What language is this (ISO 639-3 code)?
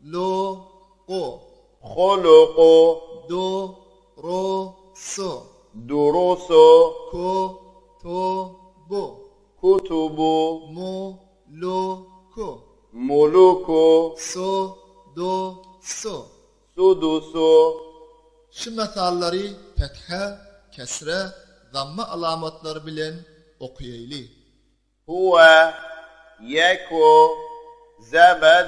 tuk